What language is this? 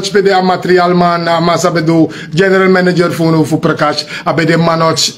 Sranan Tongo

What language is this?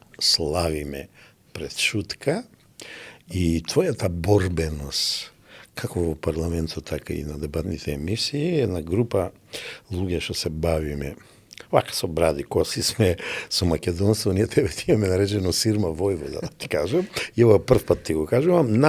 Macedonian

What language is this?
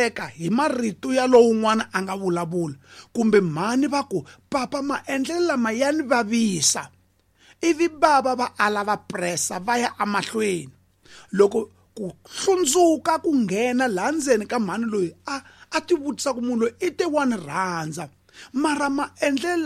Tsonga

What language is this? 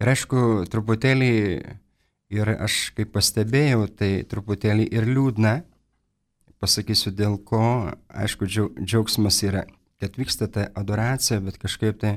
Lithuanian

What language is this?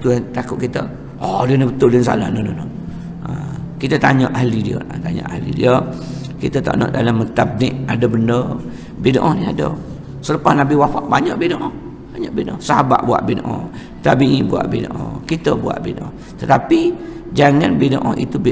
Malay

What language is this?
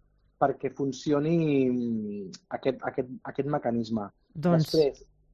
Catalan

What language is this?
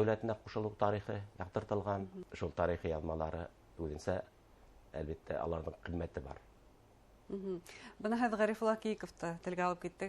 Bashkir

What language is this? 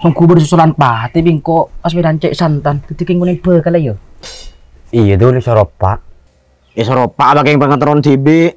Madurese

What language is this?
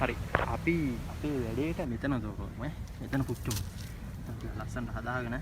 Sinhala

